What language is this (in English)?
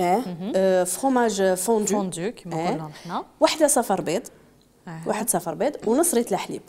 Algerian Arabic